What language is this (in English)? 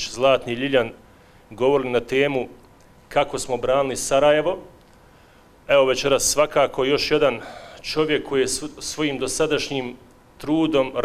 Bosnian